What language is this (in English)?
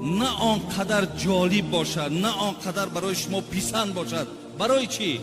Tajik